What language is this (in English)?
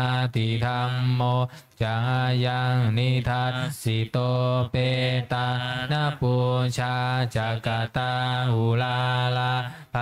Pali